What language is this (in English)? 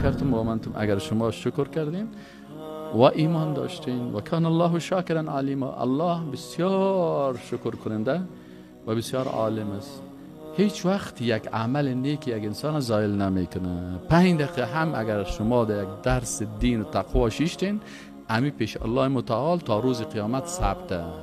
Tajik